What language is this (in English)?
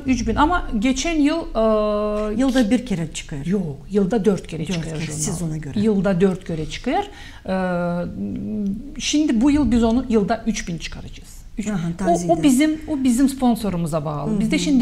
Gagauz